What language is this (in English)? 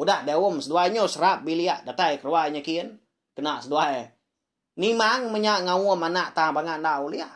Iban